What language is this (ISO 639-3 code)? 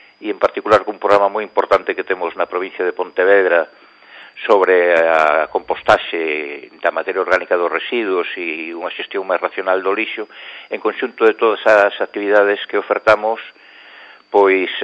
glg